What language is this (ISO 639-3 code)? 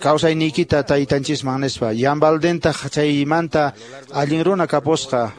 que